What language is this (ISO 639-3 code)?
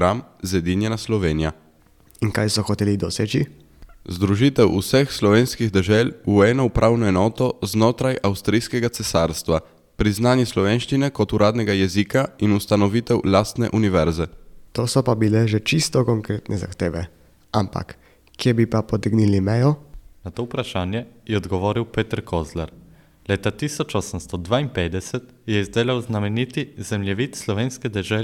slv